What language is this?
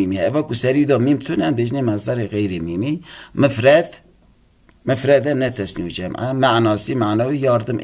Kurdish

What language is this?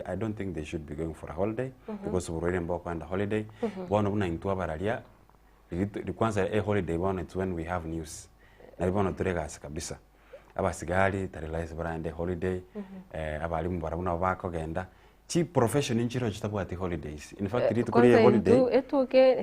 Gusii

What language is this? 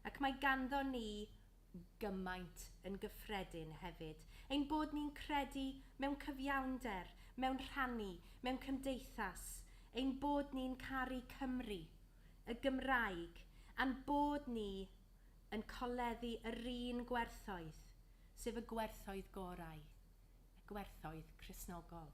Welsh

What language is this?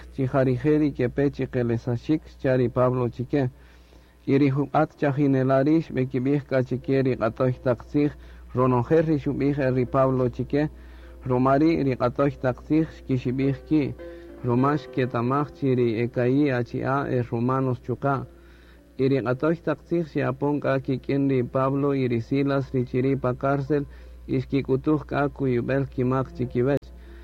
Kaqchikel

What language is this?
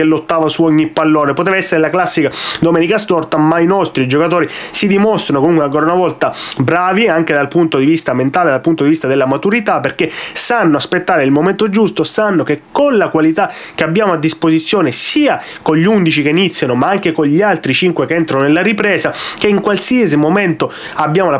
Italian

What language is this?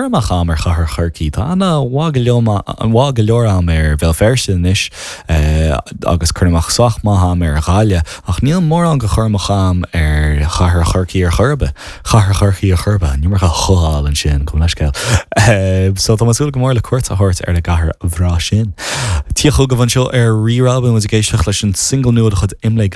Irish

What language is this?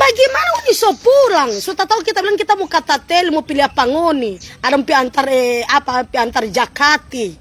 Manado Malay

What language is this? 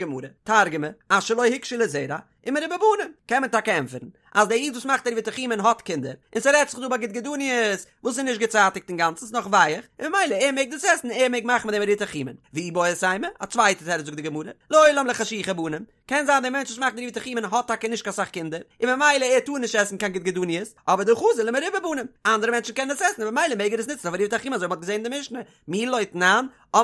Yiddish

